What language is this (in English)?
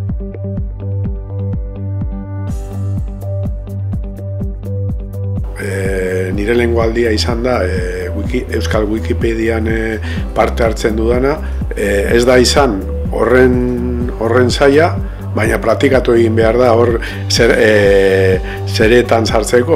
Basque